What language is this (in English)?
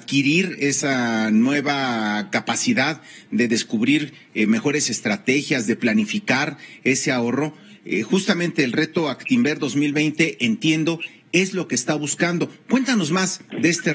Spanish